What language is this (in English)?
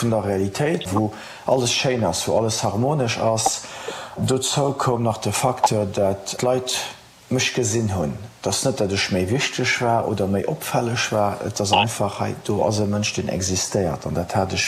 Luxembourgish